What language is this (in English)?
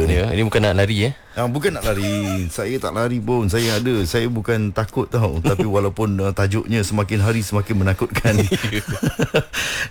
Malay